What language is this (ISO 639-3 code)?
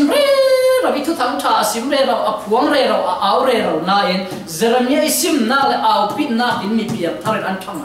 cfm